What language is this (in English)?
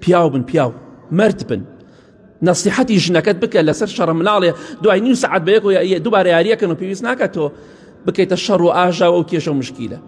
Central Kurdish